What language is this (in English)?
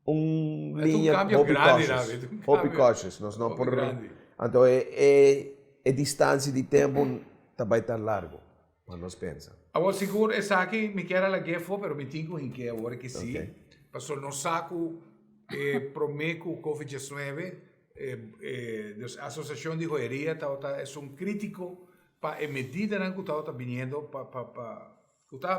Papiamento